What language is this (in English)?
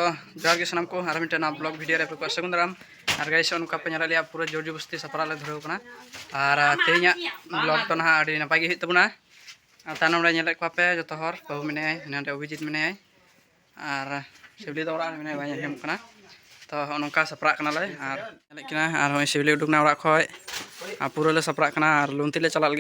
Santali